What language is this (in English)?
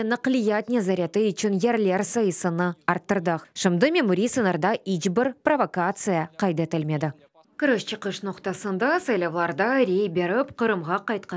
Crimean Tatar